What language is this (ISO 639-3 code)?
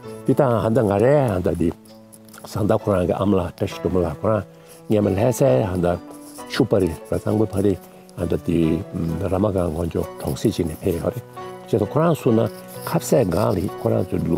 bod